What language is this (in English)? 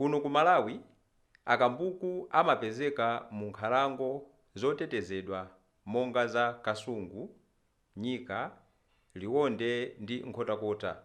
Nyanja